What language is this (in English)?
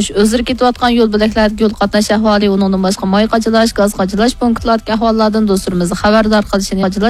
Uyghur